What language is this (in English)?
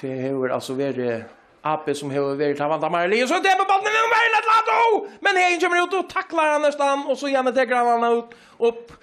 Faroese